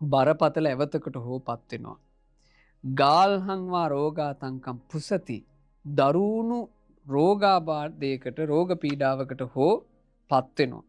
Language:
Sinhala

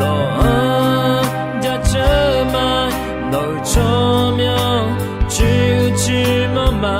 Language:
Akha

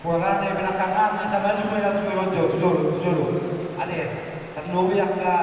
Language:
Batak Toba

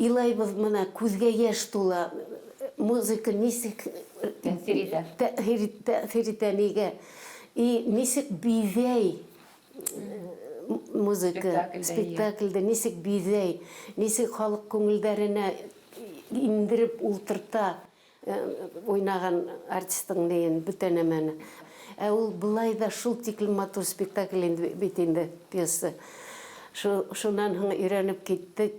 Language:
Bashkir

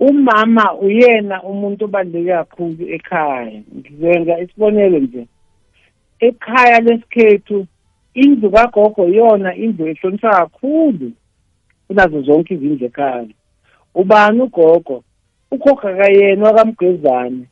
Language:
South Ndebele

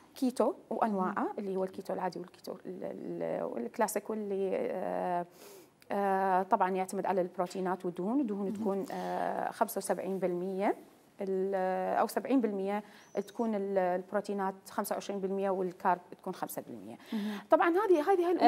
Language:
Mesopotamian Arabic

